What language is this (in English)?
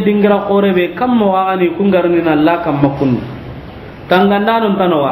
Soninke